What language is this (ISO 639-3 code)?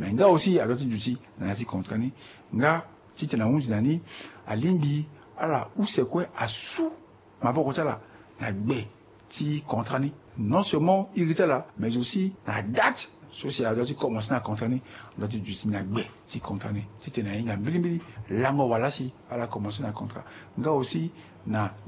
sag